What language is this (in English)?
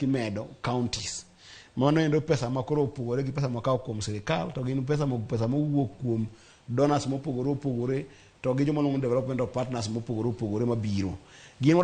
Luo (Kenya and Tanzania)